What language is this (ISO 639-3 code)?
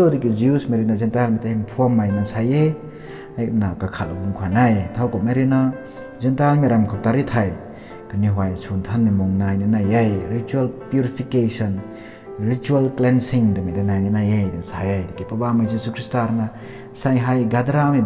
nbu